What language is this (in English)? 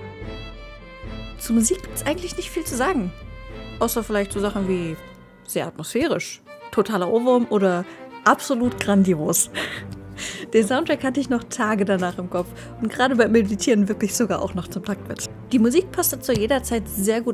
German